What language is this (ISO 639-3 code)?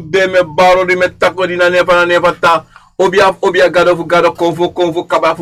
srn